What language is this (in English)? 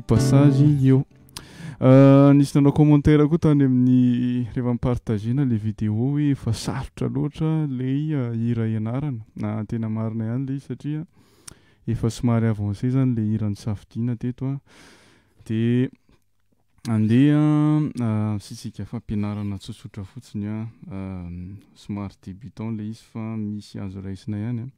Malagasy